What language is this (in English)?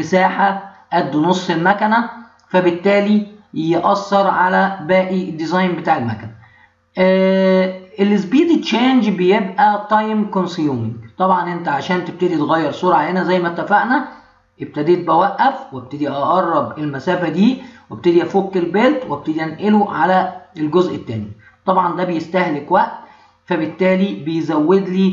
Egyptian Arabic